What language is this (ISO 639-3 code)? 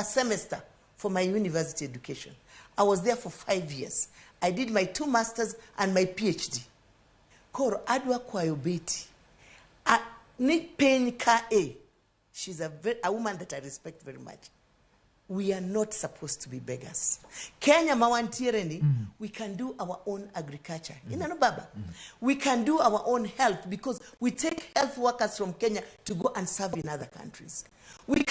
luo